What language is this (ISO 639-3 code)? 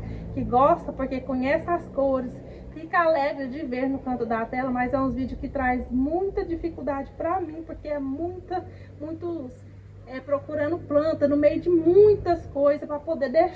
por